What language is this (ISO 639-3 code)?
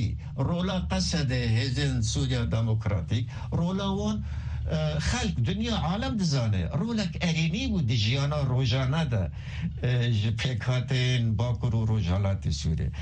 kur